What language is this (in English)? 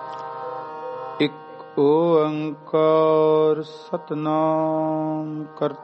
Punjabi